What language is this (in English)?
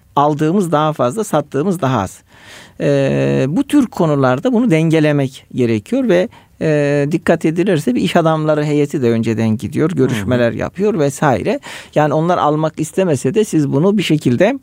Turkish